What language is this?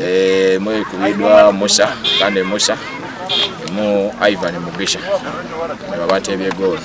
Nyankole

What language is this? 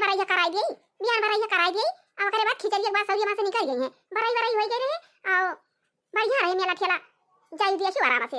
Awadhi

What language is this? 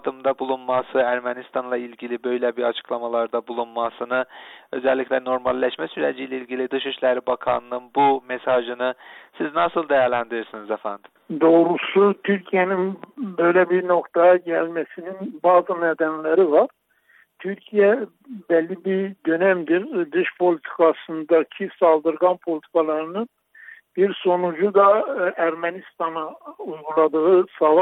Turkish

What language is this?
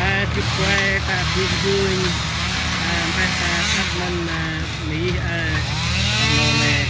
Central Mnong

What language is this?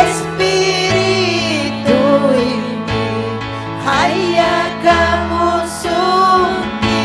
Ayacucho Quechua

